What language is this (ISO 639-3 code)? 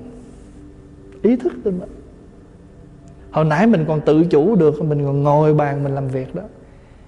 vie